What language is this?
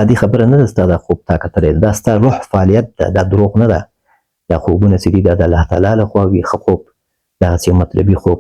Pashto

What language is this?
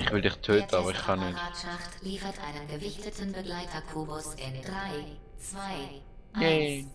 Swiss German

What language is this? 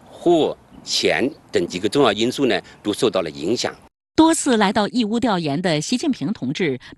Chinese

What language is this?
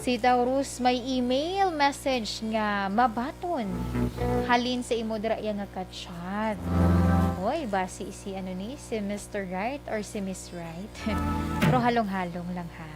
Hiligaynon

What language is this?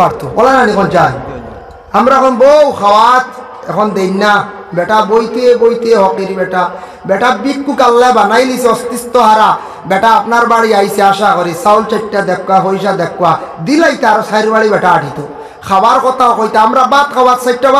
Sylheti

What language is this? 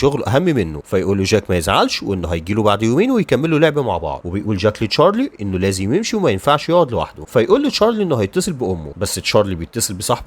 Egyptian Arabic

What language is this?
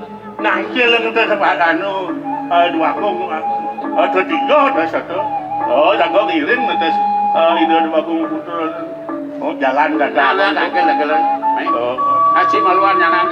Balinese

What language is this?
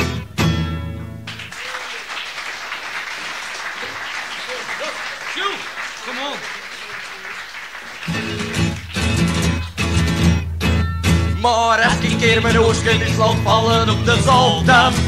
Dutch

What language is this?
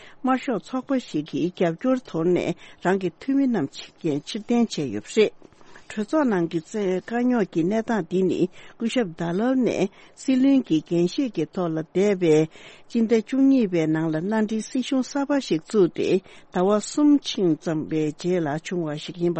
Tibetan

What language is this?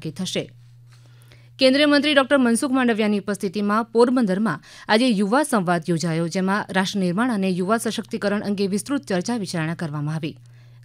Gujarati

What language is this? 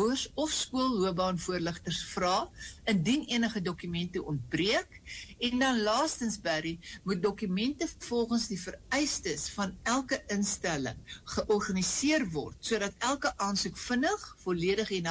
Afrikaans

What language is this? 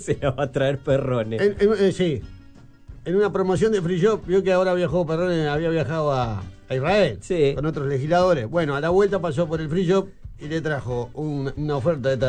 Spanish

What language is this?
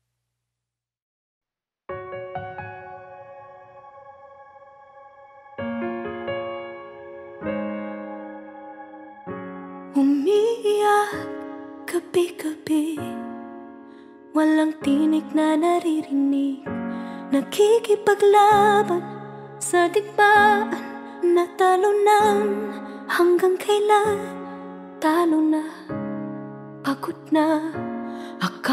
Filipino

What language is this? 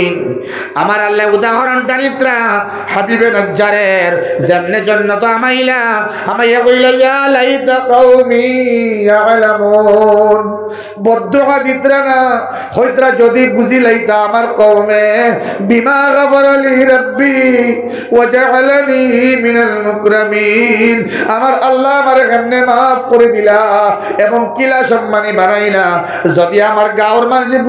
Sylheti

